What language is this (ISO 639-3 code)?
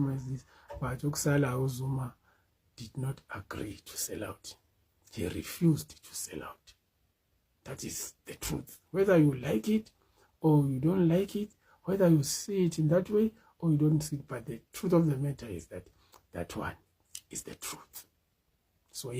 zul